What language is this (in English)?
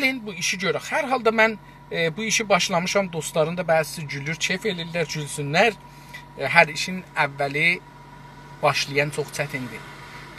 South Azerbaijani